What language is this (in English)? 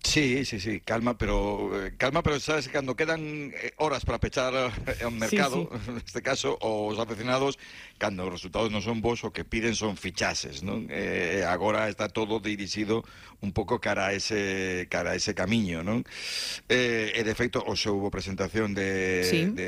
Galician